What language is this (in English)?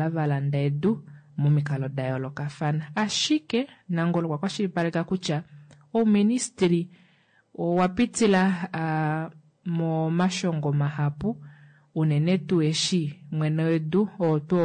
Kuanyama